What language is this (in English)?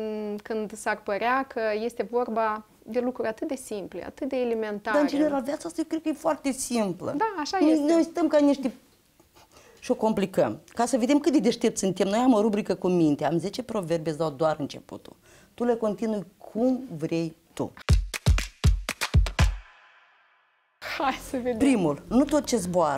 Romanian